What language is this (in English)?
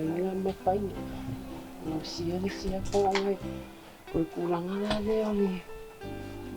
Samoan